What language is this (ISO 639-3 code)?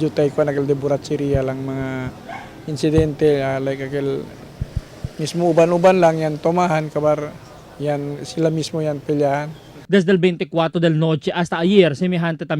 cbk